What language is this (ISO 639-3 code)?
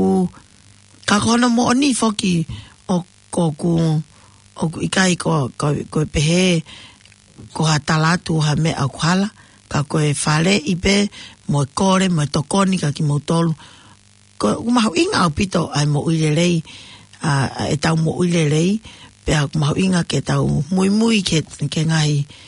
ton